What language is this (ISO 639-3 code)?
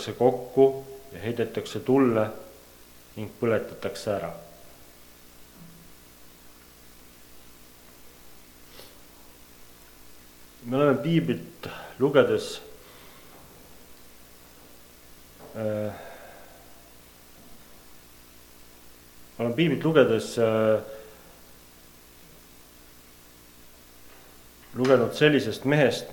est